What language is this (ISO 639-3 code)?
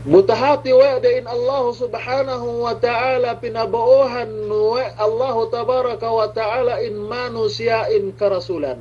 yka